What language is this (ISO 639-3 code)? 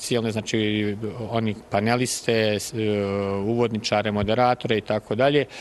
bos